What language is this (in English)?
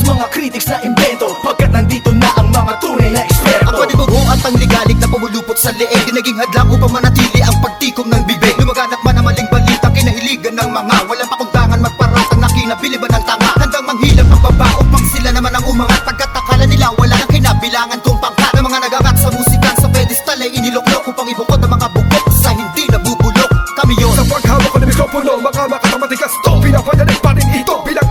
Filipino